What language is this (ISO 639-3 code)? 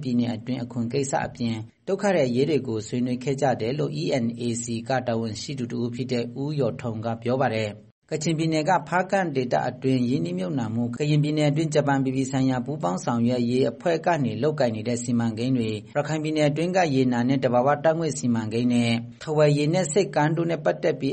mya